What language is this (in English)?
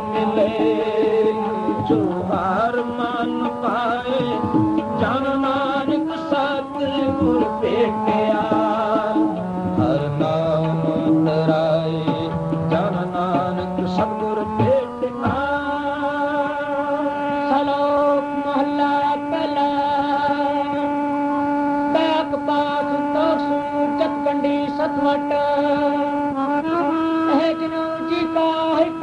Punjabi